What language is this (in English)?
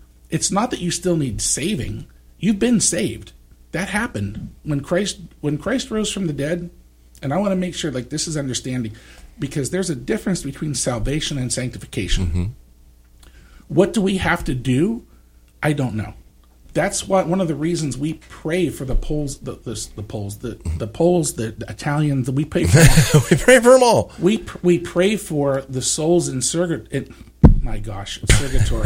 English